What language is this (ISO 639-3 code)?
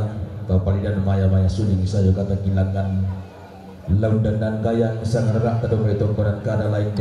sda